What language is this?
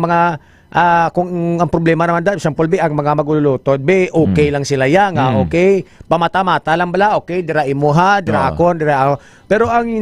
Hiligaynon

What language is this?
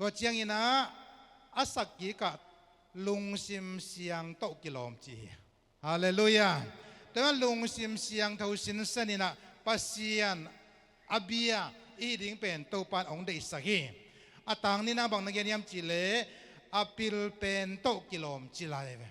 Tedim Chin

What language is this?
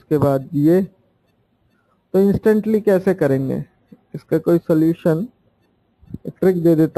Hindi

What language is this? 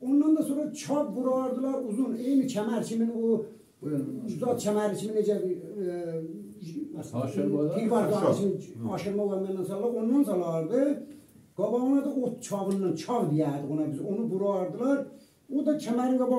South Azerbaijani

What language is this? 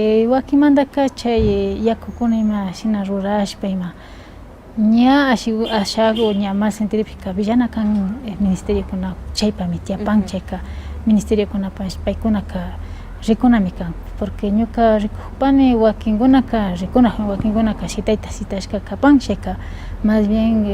Imbabura Highland Quichua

